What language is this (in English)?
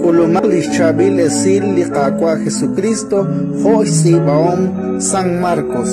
Kekchí